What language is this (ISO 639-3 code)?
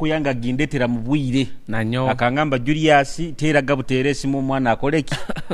nyo